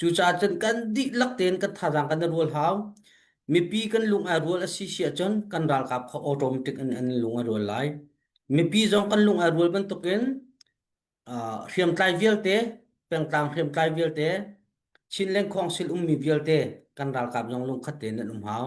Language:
Hakha Chin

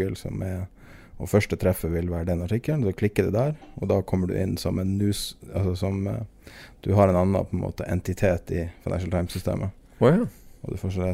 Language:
Norwegian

